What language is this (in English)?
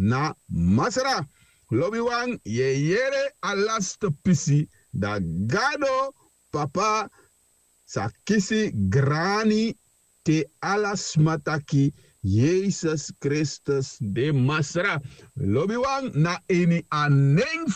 Sranan Tongo